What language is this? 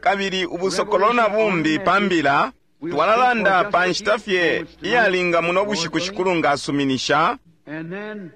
Bemba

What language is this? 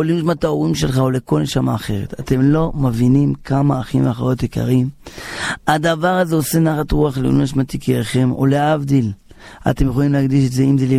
Hebrew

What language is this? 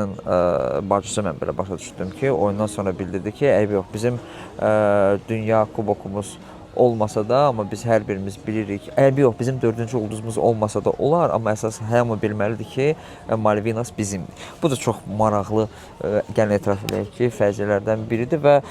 Azerbaijani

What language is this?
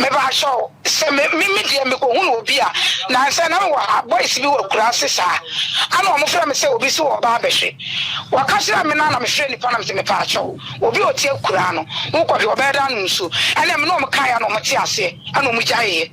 Akan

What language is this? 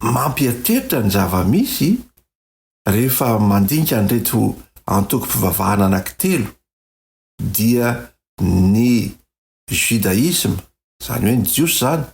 Malagasy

